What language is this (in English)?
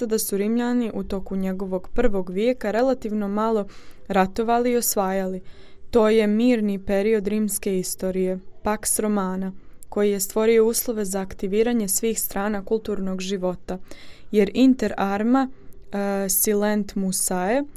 Serbian